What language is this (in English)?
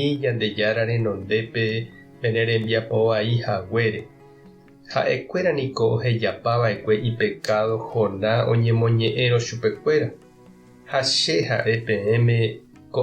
Guarani